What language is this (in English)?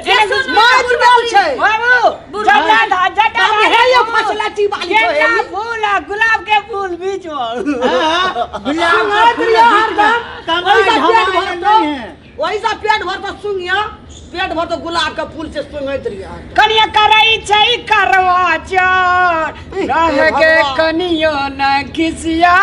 Maithili